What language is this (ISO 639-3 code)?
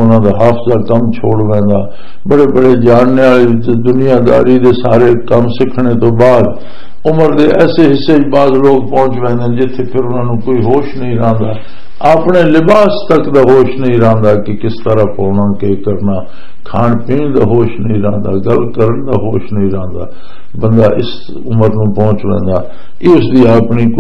lah